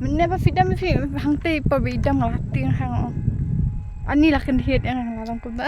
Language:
Khasi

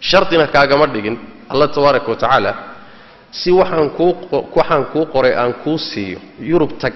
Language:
Somali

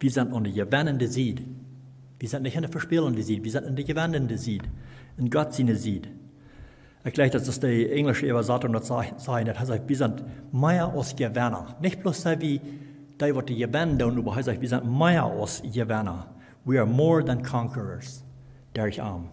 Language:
Plautdietsch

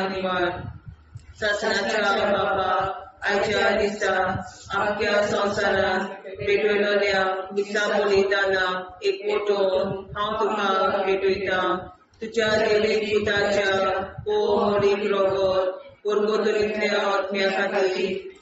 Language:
Konkani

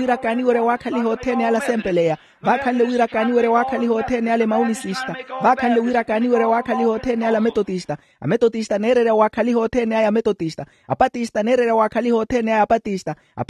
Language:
Makhuwa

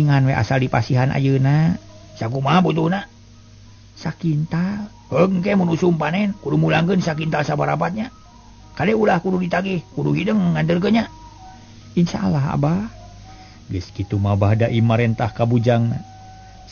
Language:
Sundanese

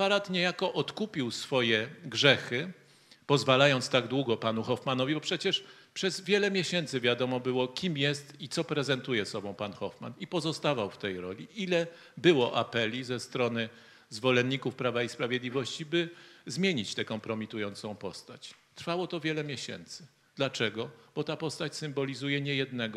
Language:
Polish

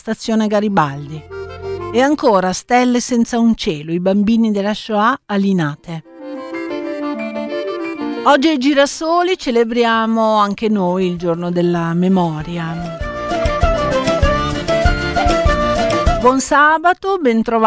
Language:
Italian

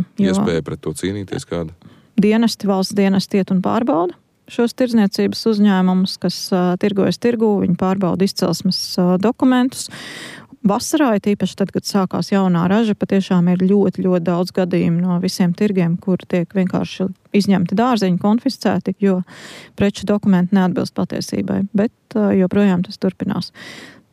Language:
Latvian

